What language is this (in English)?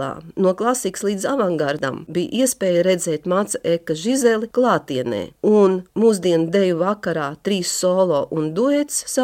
Latvian